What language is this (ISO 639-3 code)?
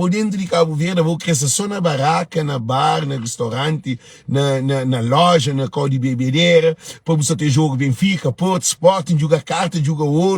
kea